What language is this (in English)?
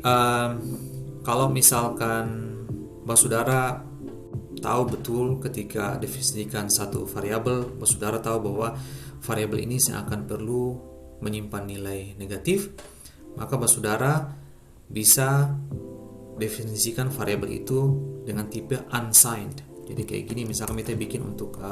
Ambonese Malay